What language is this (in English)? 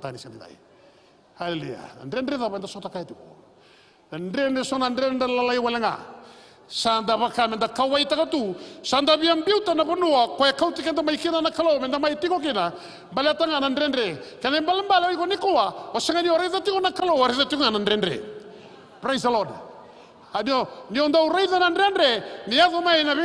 Fijian